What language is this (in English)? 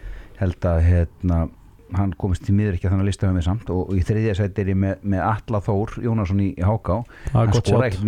Icelandic